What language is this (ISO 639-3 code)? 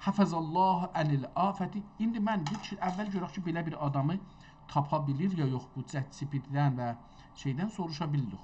azb